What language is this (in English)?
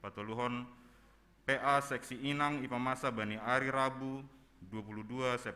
Batak Simalungun